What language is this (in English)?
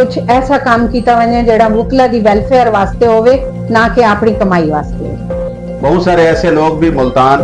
Saraiki